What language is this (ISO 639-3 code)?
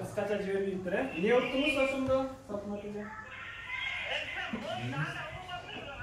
kir